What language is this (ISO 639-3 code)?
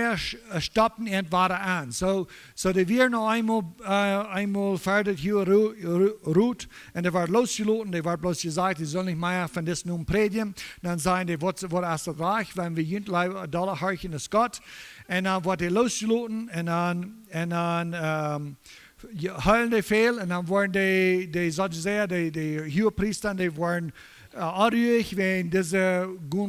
pdt